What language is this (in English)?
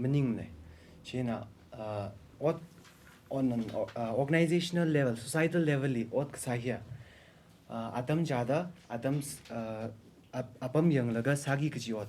Tangkhul Naga (India)